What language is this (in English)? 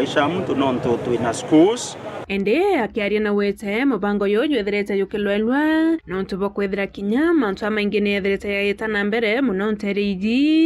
Meru